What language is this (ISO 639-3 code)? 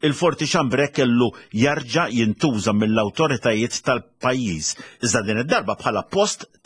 mlt